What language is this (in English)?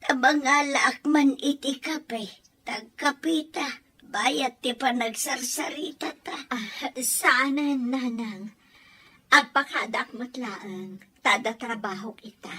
Iloko